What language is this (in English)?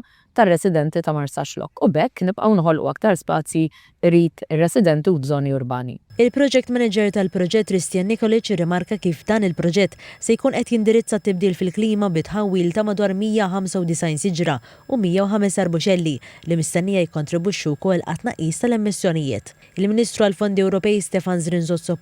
Maltese